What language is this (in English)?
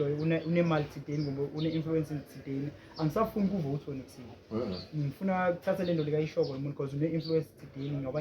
Zulu